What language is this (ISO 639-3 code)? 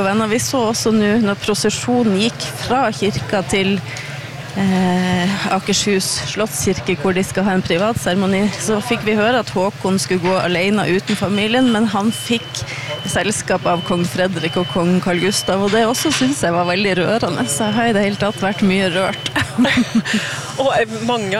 nor